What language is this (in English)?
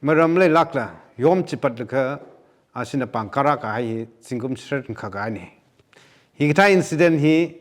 Tangkhul Naga (India)